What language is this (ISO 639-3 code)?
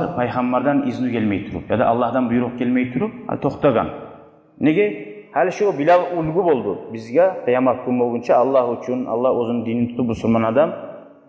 kum